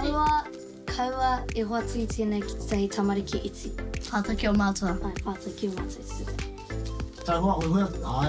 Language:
Māori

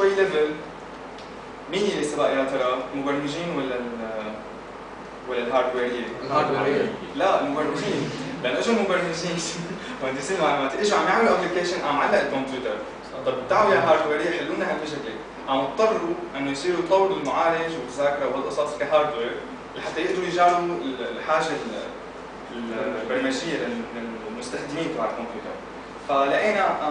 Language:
North Levantine Arabic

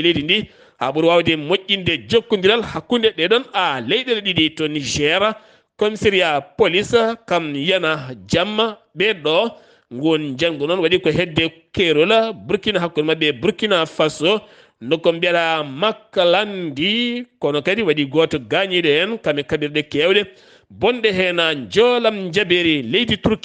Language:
Fula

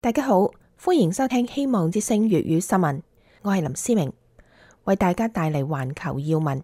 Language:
Cantonese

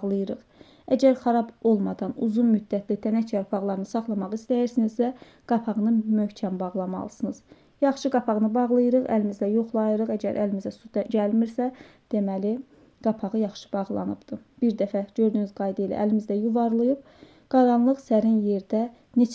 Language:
Azerbaijani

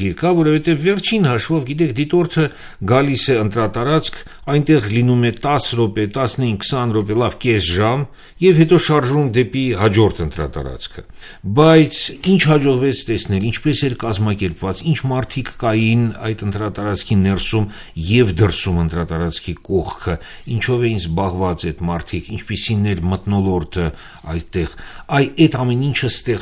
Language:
Armenian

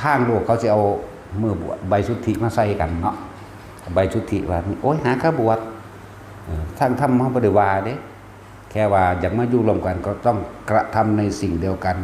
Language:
Northeastern Thai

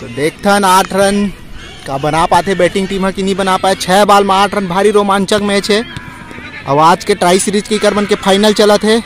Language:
Chhattisgarhi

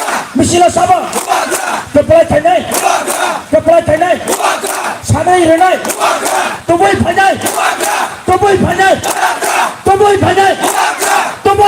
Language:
Kok Borok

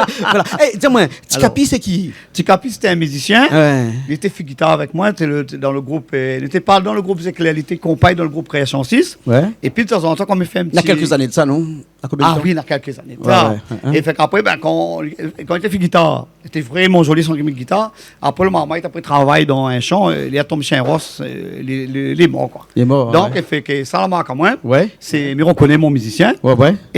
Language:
Réunion Creole French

